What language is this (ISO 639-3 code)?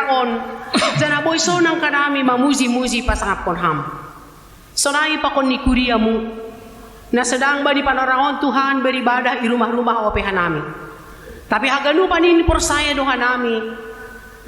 bts